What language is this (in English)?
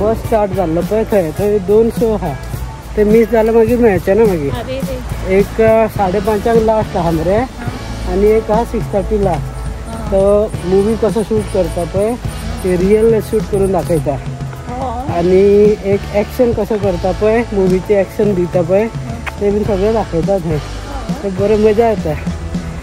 Konkani